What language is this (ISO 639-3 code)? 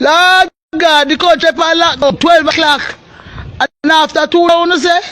jam